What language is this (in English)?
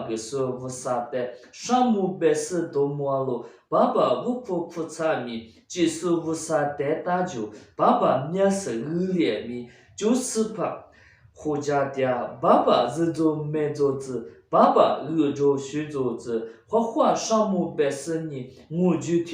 Lisu